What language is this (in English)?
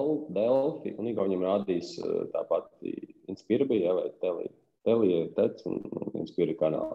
Latvian